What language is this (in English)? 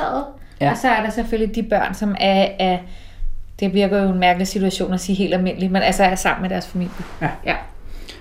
Danish